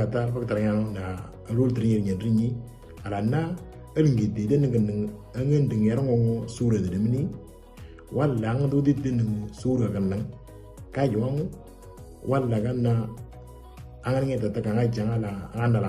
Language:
Moro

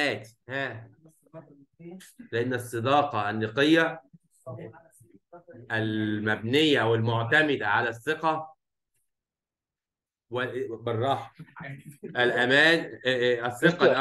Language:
Egyptian Arabic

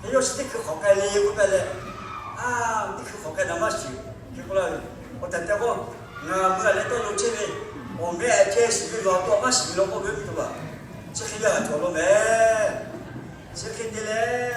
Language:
Lahu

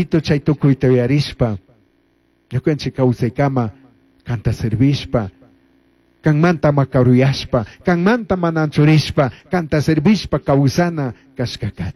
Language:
Chimborazo Highland Quichua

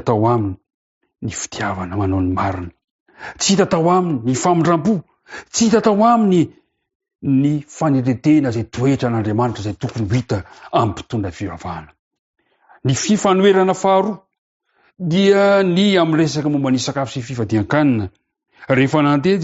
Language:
Malagasy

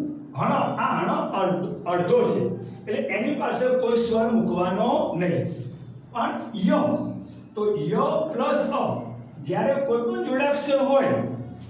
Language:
Gujarati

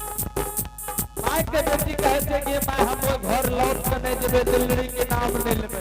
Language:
Angika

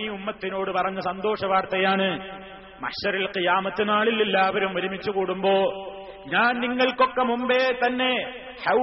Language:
Malayalam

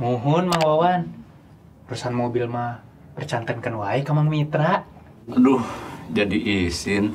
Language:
Sundanese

